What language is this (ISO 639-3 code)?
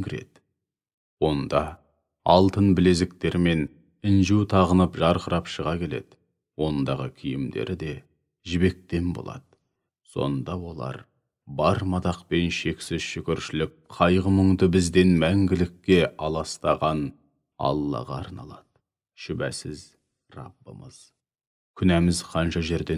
kaz